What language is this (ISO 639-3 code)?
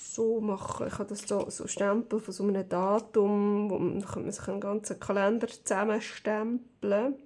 gsw